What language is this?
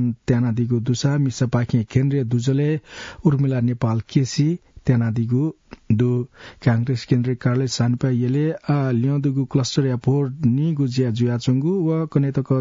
Newari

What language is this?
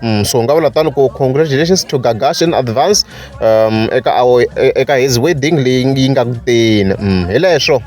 Tsonga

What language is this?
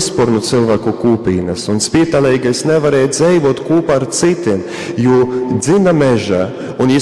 Latgalian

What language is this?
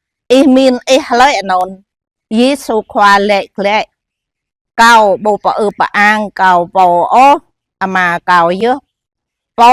Jarai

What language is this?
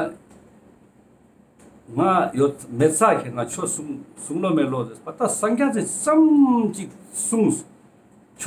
Ladakhi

